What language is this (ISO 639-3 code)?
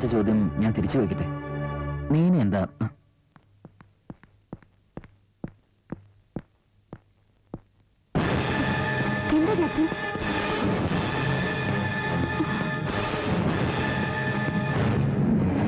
mal